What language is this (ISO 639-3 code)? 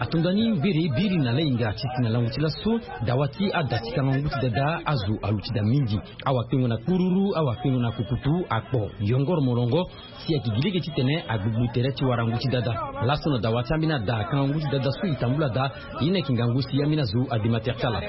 sag